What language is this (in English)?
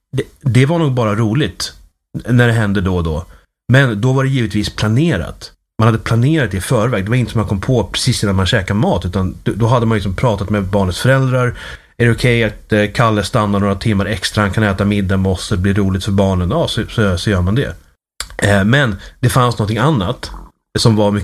Swedish